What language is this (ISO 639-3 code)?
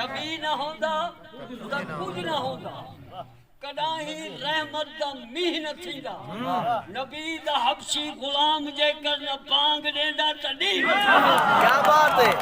skr